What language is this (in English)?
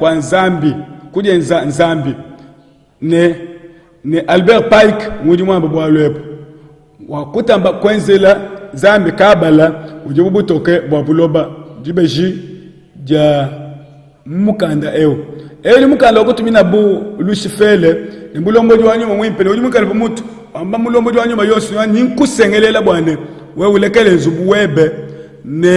Luba-Lulua